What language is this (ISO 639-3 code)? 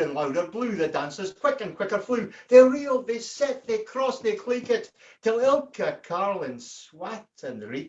sco